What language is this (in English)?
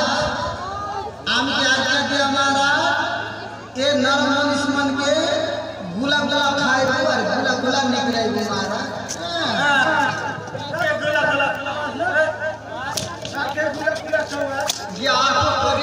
Bhojpuri